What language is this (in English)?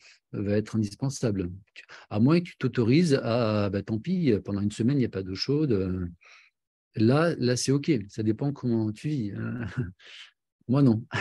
French